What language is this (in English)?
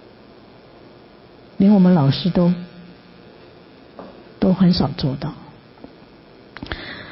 Chinese